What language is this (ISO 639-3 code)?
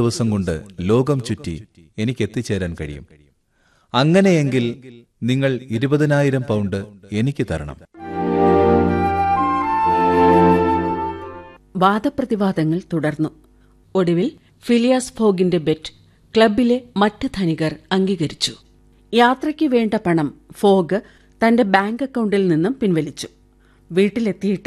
mal